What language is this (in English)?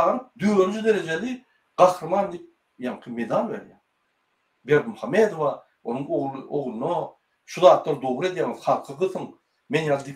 Turkmen